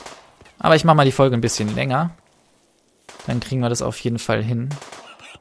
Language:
German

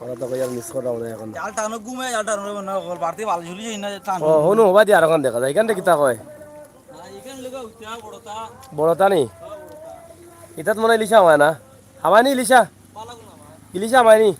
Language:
Sylheti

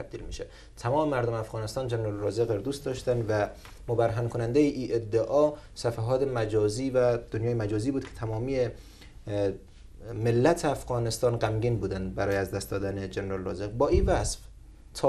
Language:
Persian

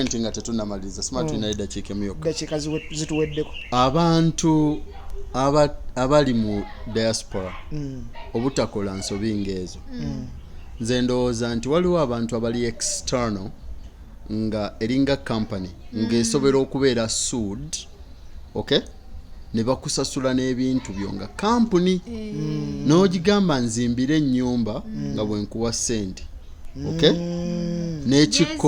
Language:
Ganda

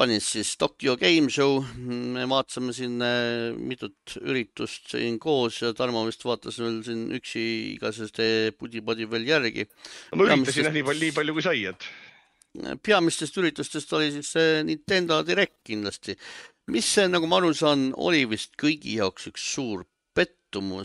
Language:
Estonian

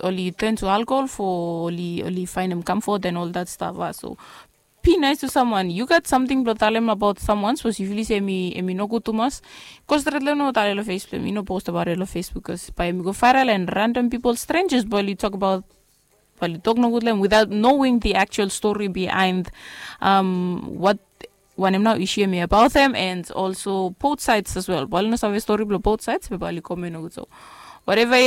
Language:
Bislama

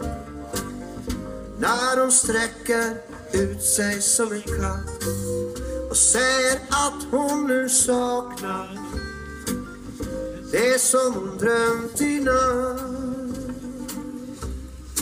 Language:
Swedish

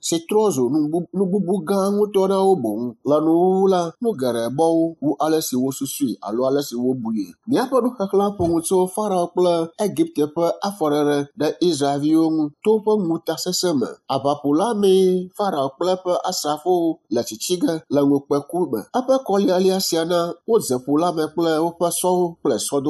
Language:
Ewe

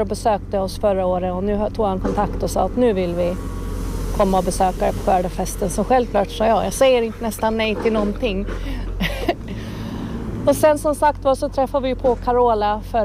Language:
Swedish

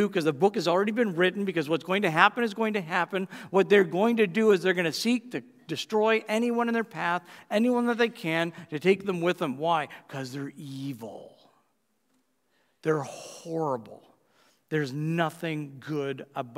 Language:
English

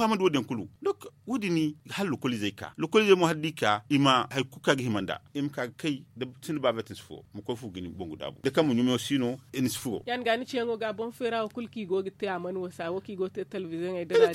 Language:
Zarma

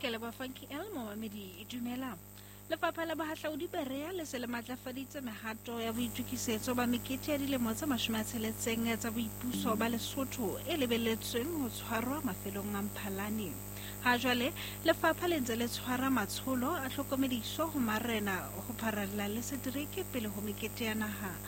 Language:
Southern Sotho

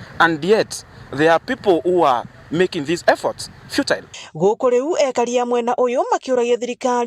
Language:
Meru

